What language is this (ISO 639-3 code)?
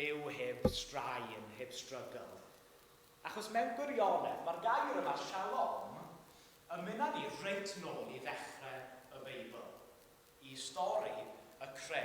cym